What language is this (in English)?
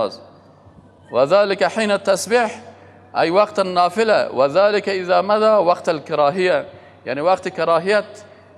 Persian